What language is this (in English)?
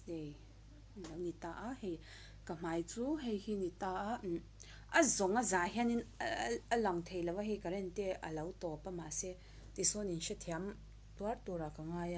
Mizo